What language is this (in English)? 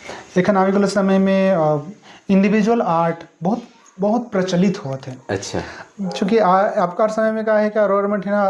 Sadri